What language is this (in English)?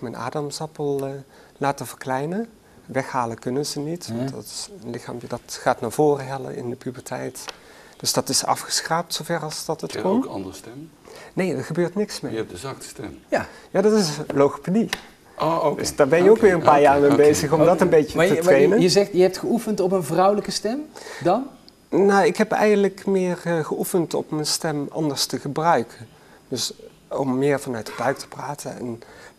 Dutch